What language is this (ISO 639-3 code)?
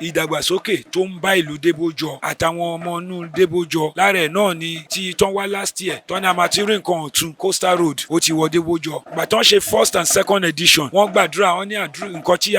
yor